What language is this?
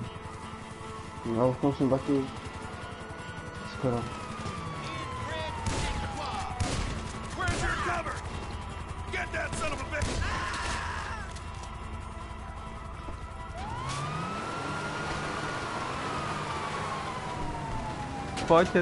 Czech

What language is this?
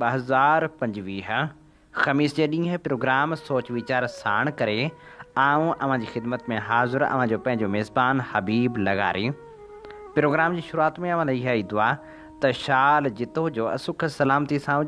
Sindhi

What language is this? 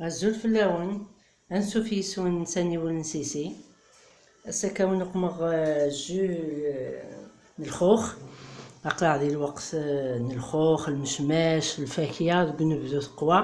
Kabyle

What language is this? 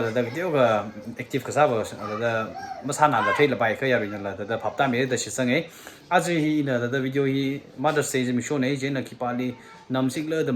Tangkhul Naga (India)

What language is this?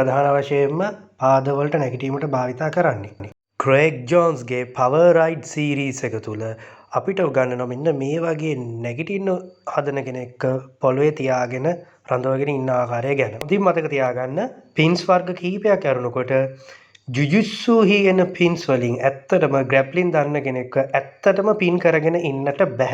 Sinhala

